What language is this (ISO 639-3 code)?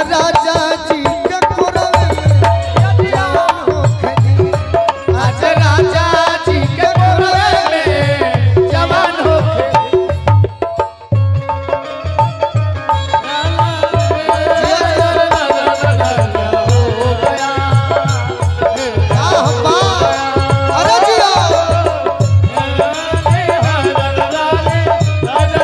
bho